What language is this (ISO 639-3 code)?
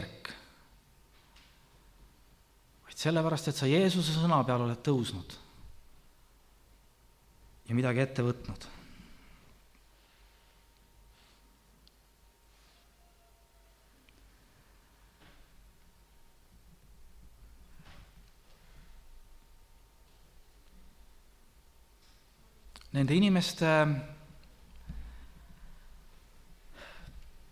est